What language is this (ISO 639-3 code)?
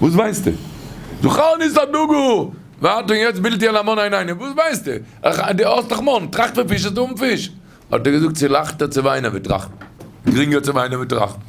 yid